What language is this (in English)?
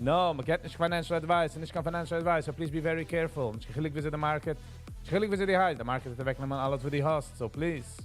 Yiddish